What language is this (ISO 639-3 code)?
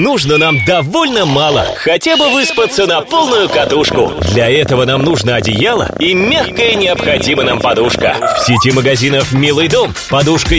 rus